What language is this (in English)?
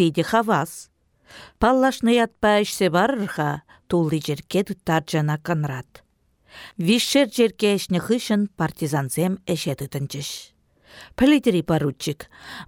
Chuvash